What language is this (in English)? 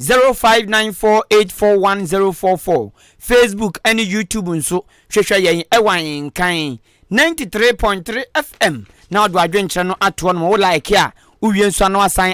Akan